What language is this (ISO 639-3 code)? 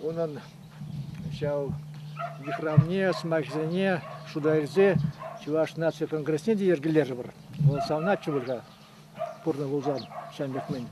chv